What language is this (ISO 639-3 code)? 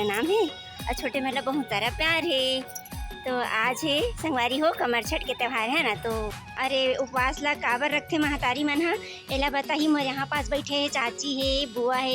hne